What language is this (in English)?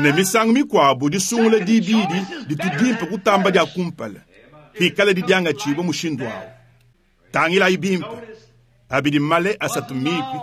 Luba-Lulua